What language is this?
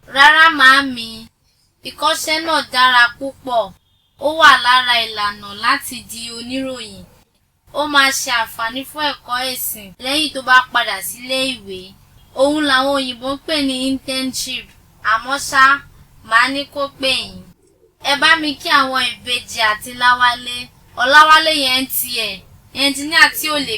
Yoruba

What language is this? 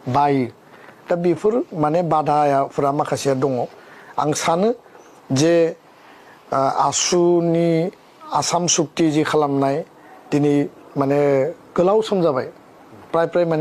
Bodo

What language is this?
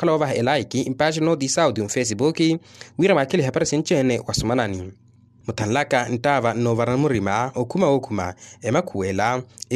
Makhuwa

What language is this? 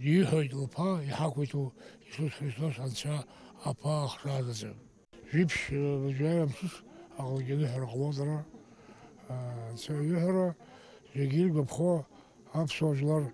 Abkhazian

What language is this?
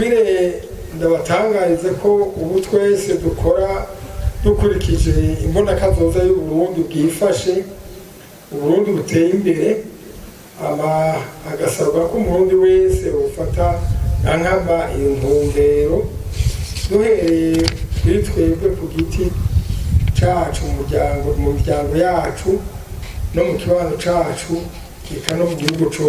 Rundi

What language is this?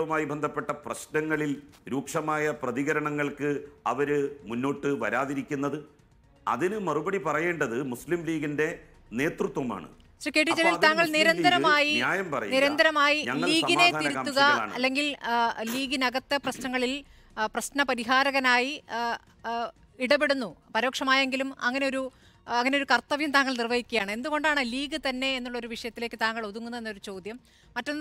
Malayalam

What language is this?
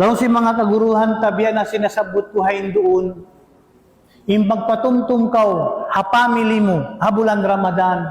Tausug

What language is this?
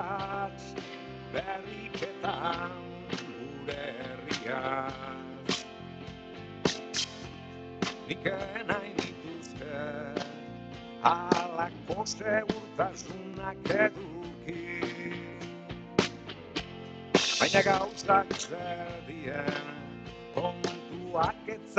Basque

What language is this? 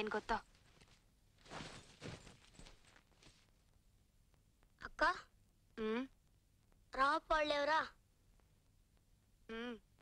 Kannada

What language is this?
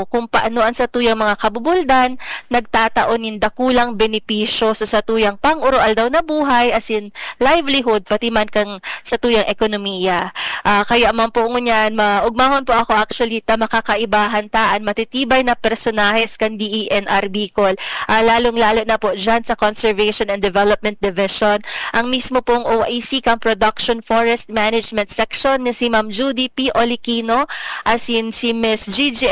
Bikol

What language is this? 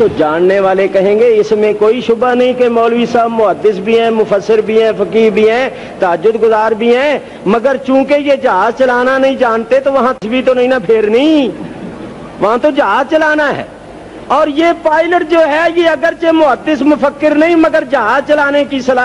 Urdu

